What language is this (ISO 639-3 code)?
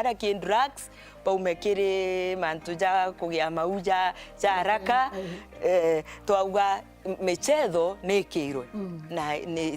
mer